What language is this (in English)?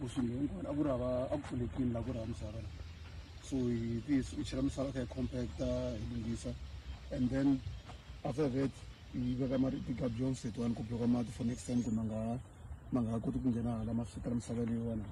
Tsonga